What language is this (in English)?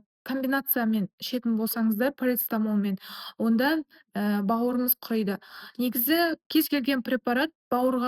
Kazakh